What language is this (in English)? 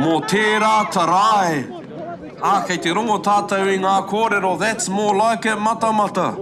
Māori